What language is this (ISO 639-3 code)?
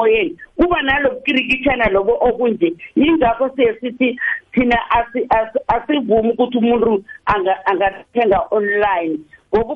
nbl